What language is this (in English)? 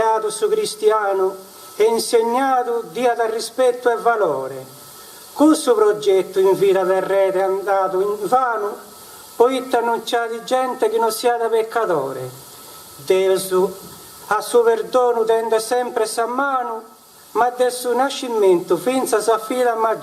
Sardinian